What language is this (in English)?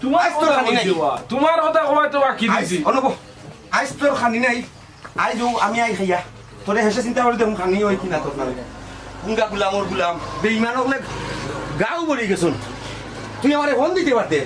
Sylheti